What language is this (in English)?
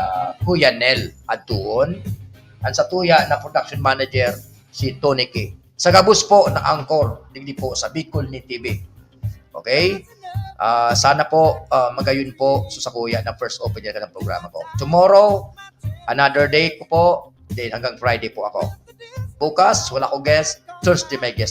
Bikol